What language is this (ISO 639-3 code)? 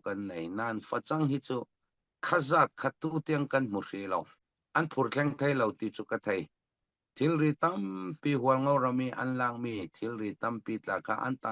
cfm